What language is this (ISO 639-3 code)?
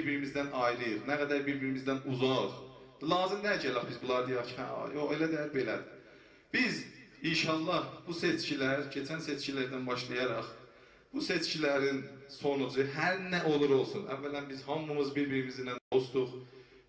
azb